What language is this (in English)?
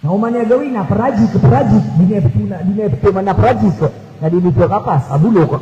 Maranao